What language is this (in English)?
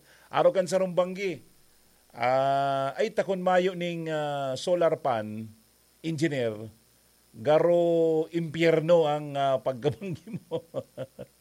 Bikol